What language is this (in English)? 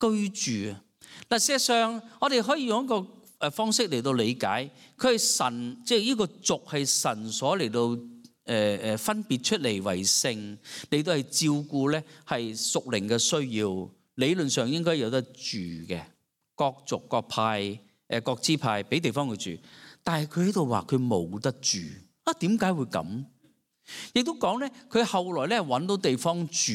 Cantonese